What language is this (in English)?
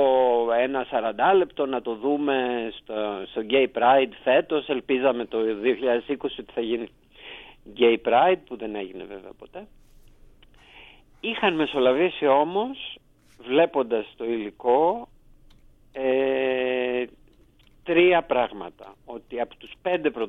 Greek